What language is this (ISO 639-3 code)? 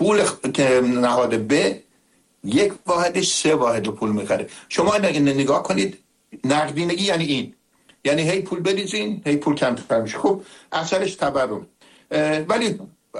fas